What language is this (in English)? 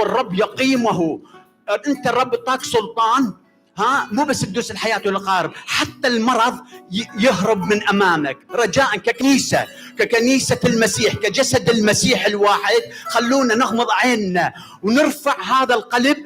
Mesopotamian Arabic